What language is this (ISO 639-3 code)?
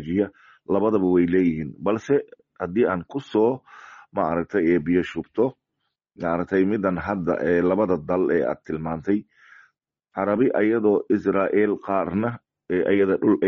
som